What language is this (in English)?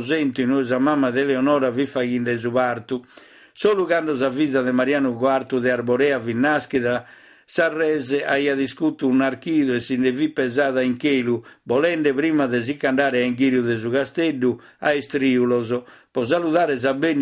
Sardinian